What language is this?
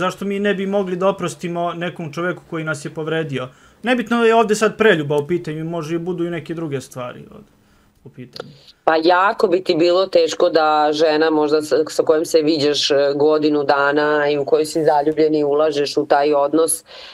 Serbian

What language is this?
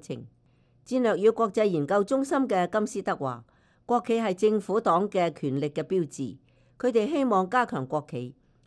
Cantonese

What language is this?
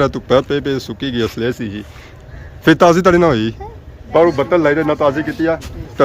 Pahari-Potwari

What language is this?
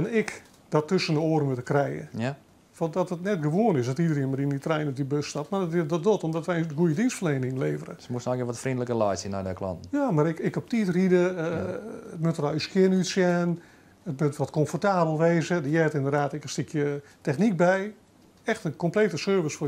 Western Frisian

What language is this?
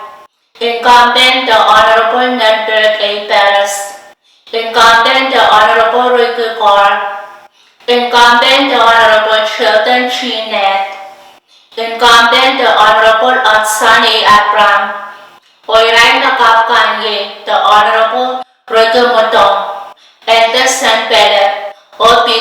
Pohnpeian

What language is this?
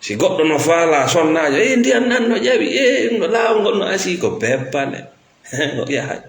Fula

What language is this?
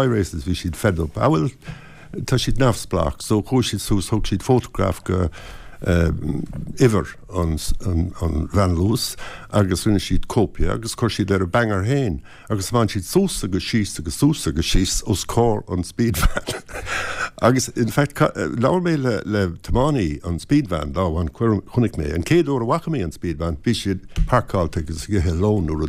Irish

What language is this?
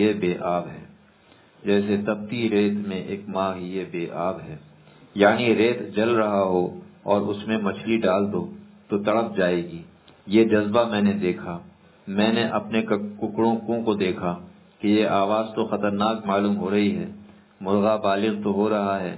Urdu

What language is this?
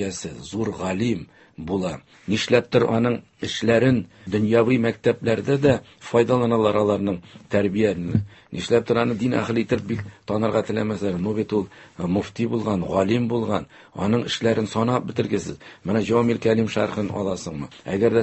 Tatar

